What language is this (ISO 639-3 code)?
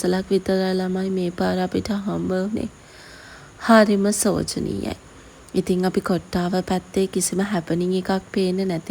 sin